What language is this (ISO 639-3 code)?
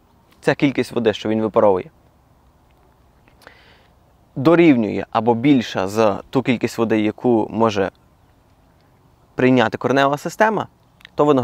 ukr